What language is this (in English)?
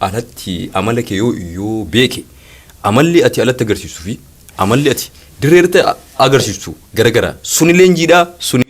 Oromo